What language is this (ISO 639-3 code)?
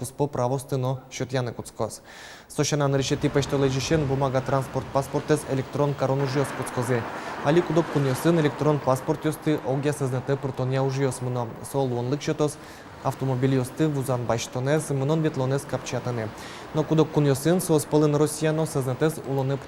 udm